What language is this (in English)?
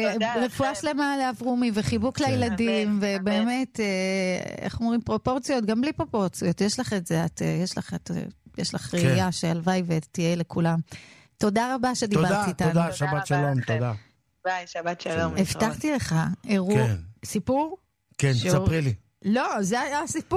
Hebrew